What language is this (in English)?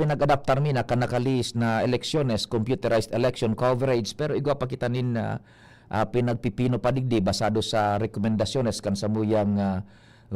Bikol